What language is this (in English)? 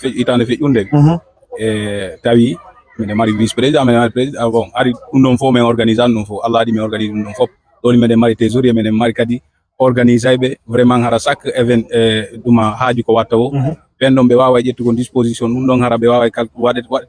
Fula